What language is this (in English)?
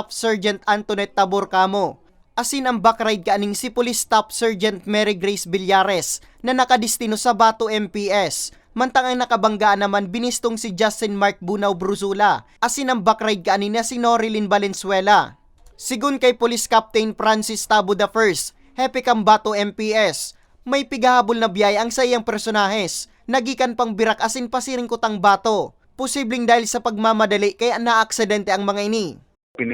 Bikol